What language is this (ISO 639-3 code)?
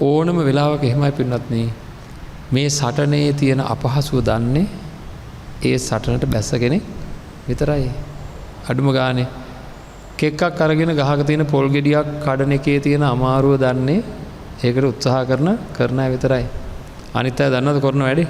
sin